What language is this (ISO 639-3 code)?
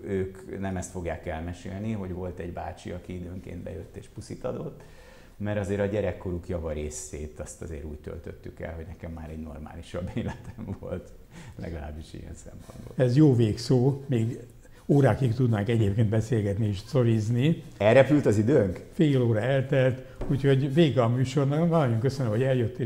hun